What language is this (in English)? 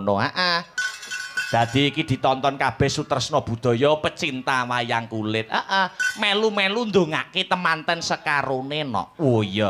Javanese